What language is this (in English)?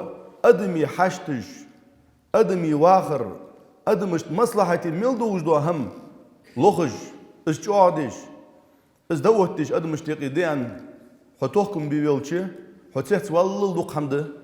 Ingush